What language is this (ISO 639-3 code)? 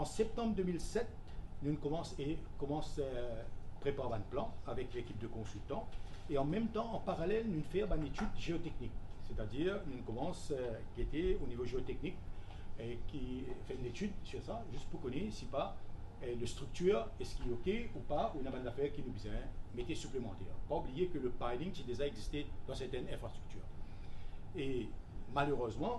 mfe